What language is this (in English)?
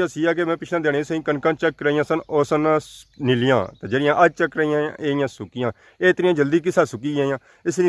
Pahari-Potwari